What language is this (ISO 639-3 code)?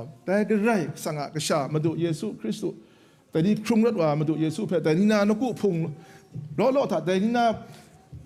kac